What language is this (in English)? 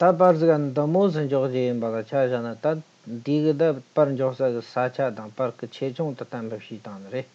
Tibetan